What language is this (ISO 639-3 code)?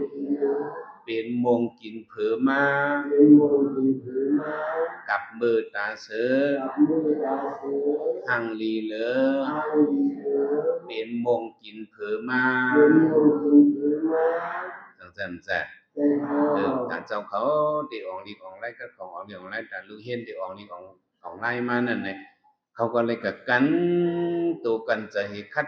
shn